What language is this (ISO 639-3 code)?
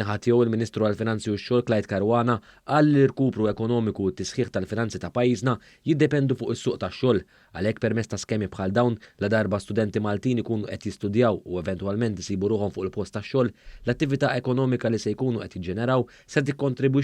mlt